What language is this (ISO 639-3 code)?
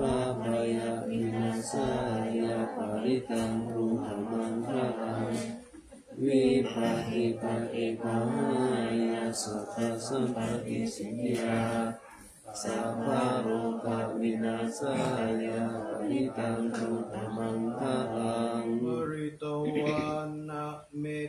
pli